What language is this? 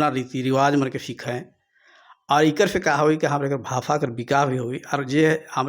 Sadri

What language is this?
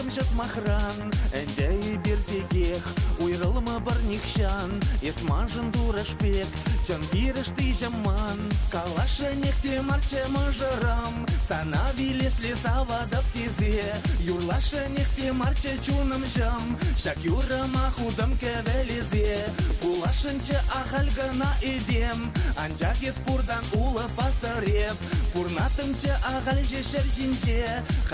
Chuvash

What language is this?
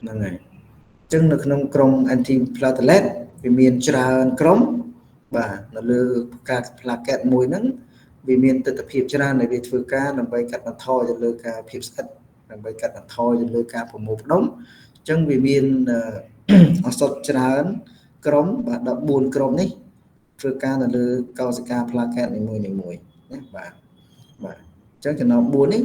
Khmer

